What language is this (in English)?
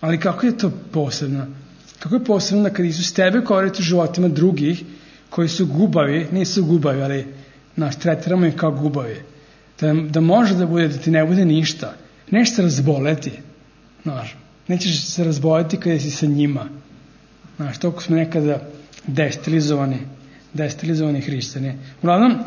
Serbian